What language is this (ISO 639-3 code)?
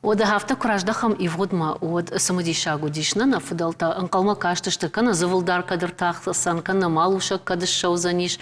oss